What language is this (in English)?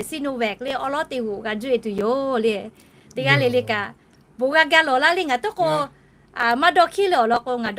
Lahu